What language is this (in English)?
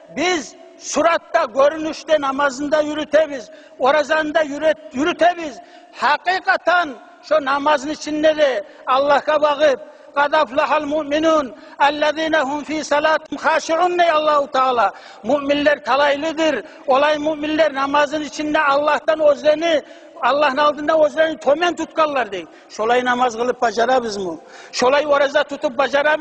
Kumyk